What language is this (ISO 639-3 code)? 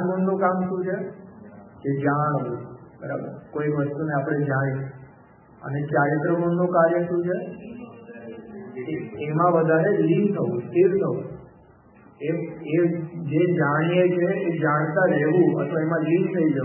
guj